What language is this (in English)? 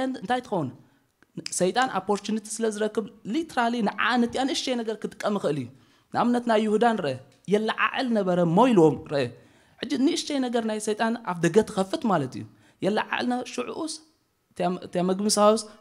Tigrinya